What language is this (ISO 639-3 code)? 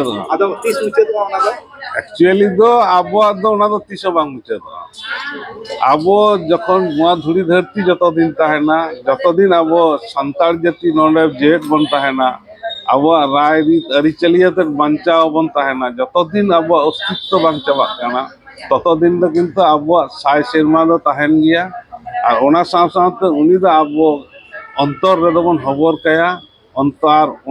sat